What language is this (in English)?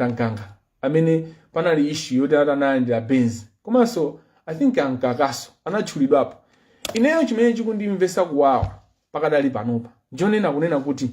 Nyanja